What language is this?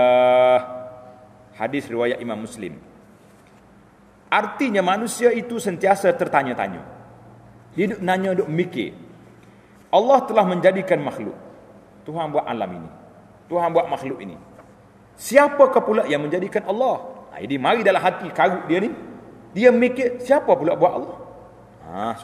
Malay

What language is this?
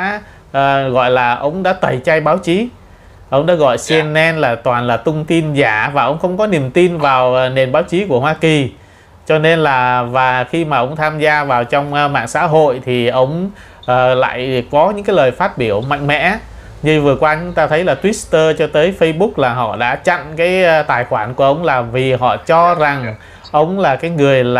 Vietnamese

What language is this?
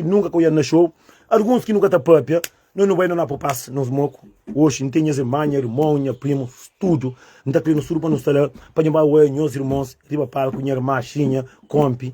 Kabuverdianu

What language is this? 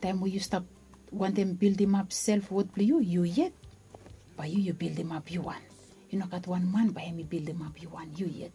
Bislama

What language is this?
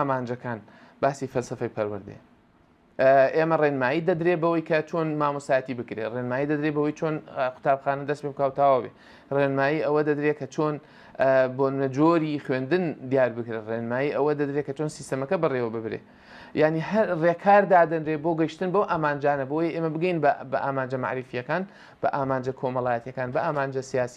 Central Kurdish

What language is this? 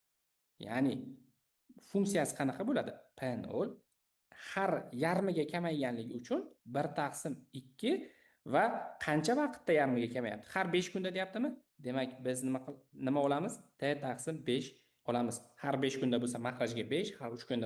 Uzbek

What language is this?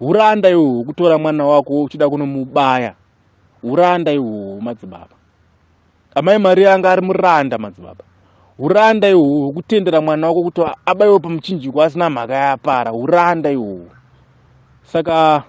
Shona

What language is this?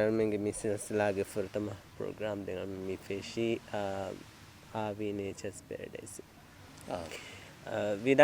Divehi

